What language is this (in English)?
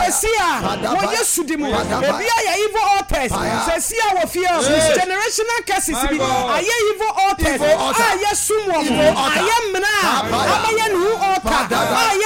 Akan